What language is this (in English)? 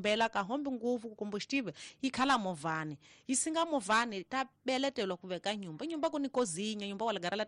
Tsonga